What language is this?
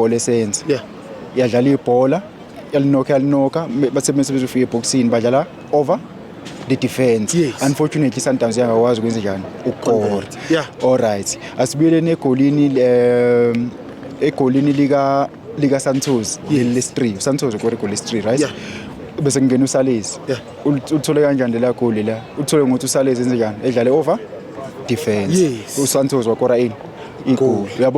Zulu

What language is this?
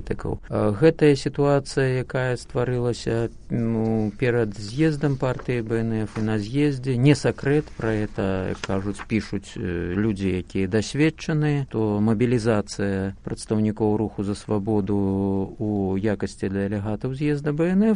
Belarusian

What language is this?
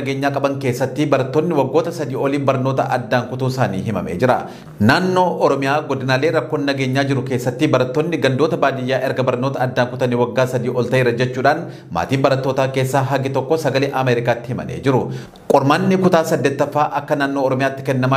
Oromo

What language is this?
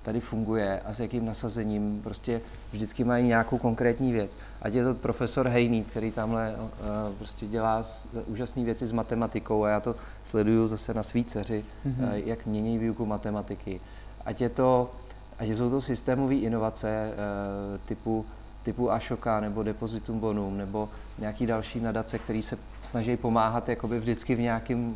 Czech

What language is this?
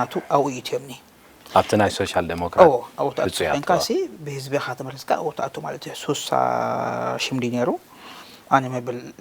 Tigrinya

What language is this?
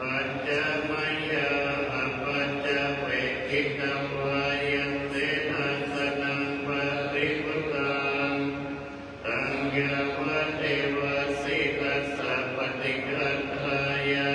Pali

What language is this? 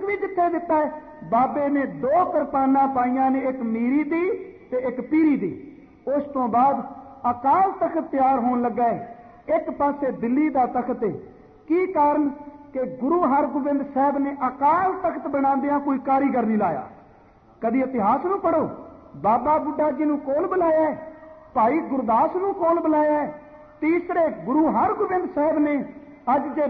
Punjabi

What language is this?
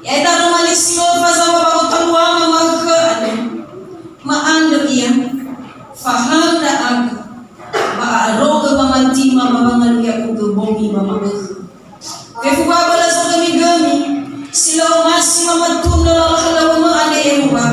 Nias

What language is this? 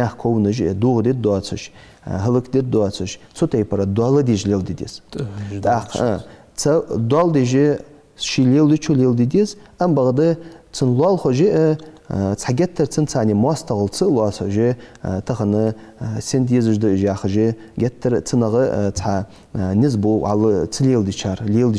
Ingush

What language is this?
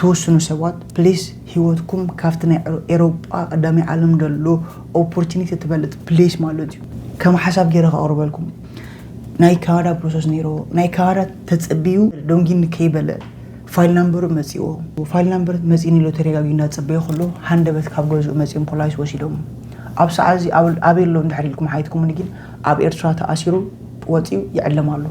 Tigrinya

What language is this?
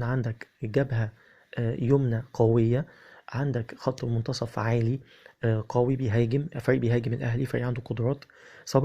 Egyptian Arabic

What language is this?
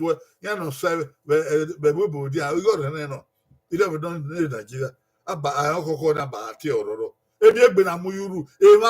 Bini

